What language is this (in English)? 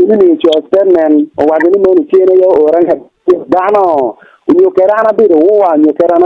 Acoli